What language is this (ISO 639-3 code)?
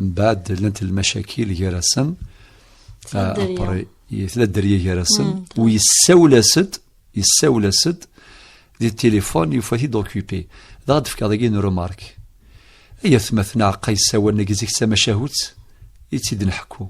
kab